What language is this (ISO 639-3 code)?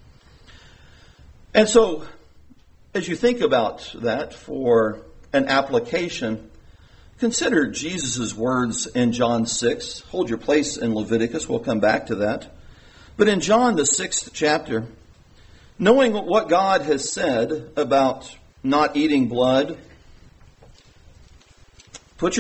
eng